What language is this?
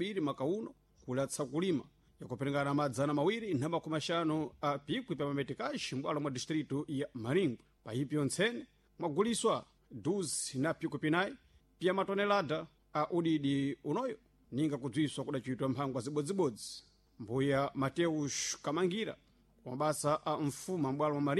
Sena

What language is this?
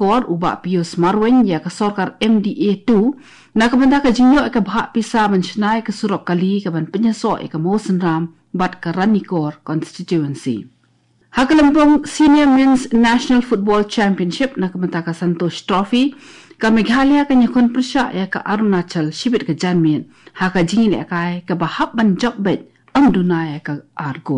Khasi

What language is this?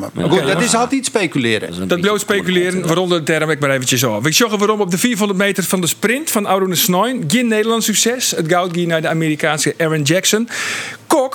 Western Frisian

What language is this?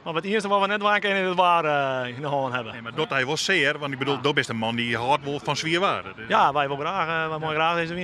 Western Frisian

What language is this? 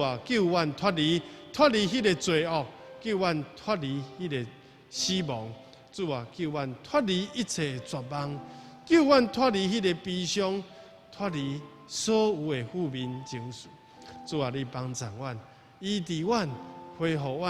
Min Nan Chinese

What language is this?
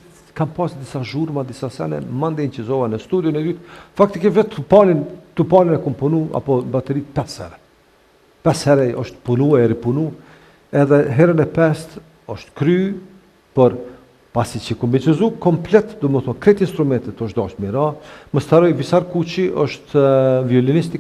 Albanian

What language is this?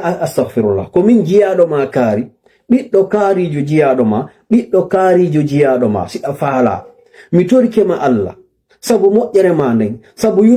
Fula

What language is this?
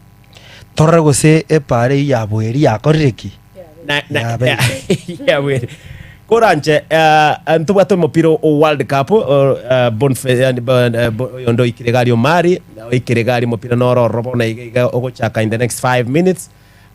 Gusii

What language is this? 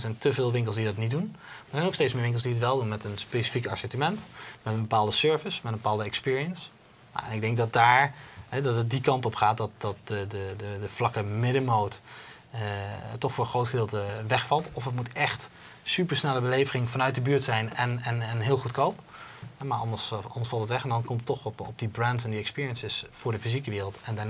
Dutch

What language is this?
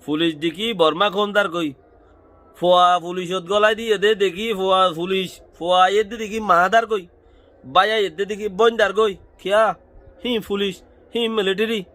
Rohingya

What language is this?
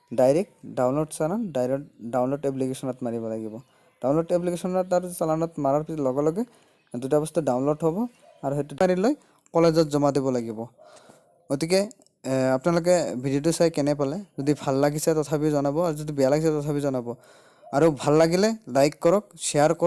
Assamese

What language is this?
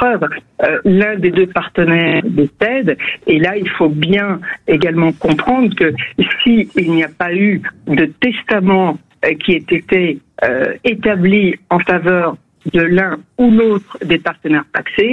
French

